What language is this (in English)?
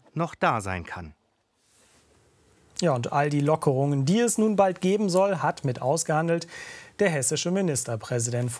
German